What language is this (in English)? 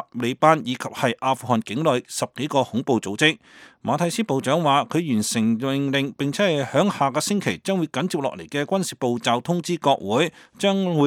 Cantonese